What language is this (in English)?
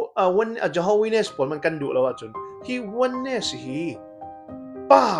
Falam Chin